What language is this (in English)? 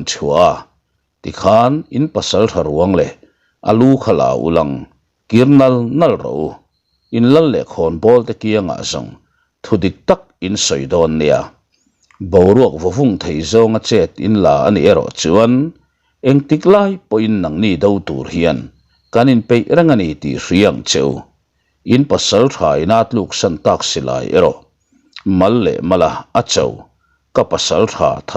Mizo